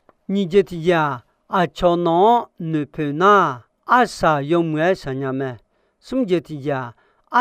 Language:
Akha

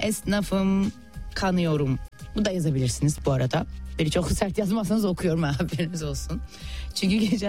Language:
Turkish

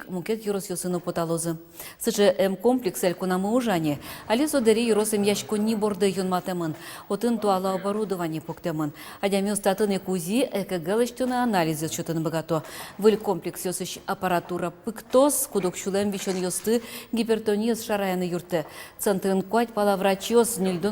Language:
Udmurt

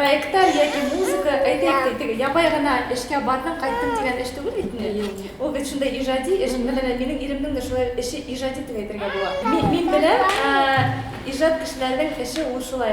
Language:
Bashkir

